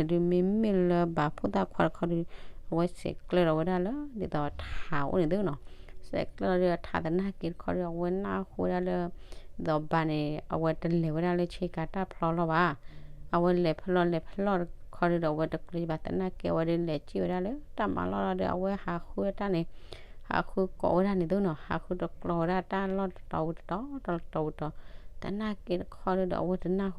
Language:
S'gaw Karen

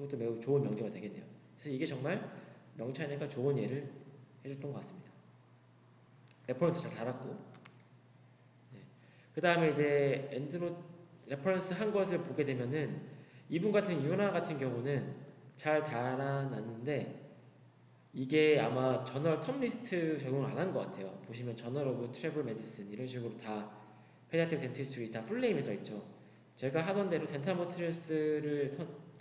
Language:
Korean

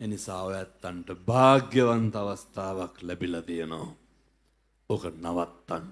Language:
Sinhala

